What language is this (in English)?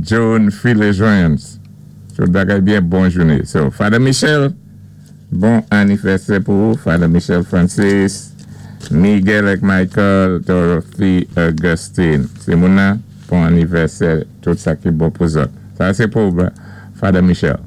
Saint Lucian Creole French